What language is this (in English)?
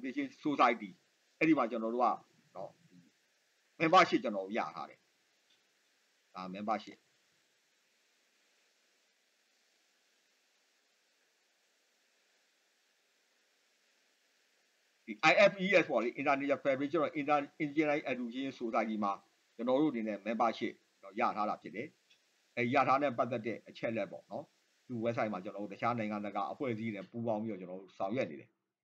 Burmese